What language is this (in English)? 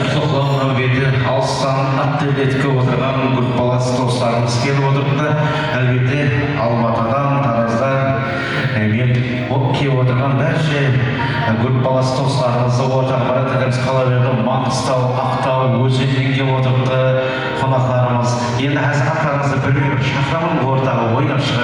Kara-Kalpak